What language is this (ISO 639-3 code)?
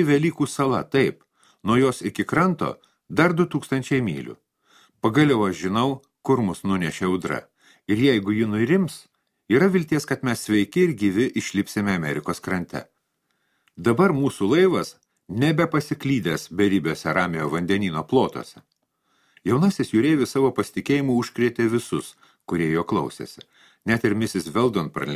lit